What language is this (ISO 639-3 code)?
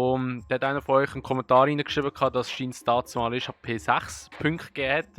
gsw